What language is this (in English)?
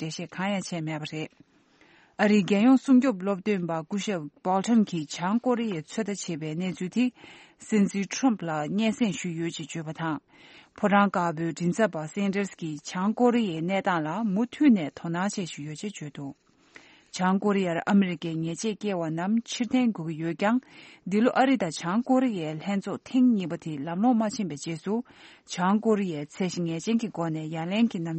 Tibetan